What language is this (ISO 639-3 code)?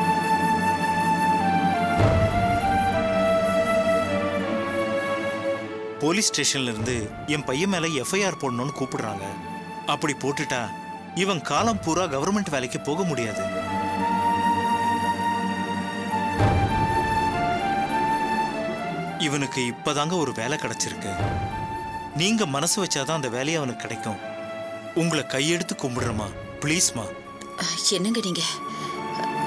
tam